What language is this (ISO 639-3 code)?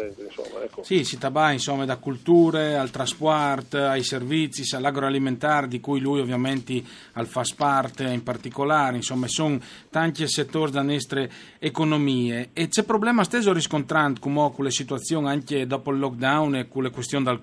fur